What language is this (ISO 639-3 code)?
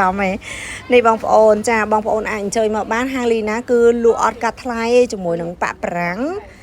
khm